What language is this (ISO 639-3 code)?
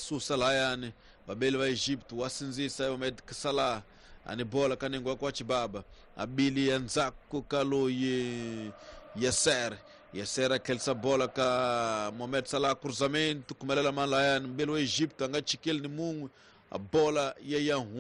tso